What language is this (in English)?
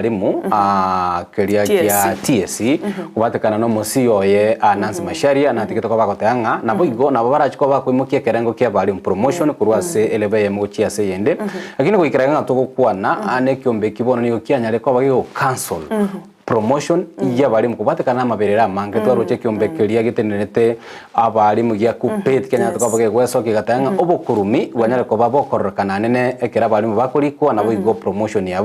Gusii